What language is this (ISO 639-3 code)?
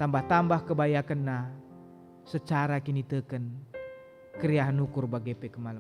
btx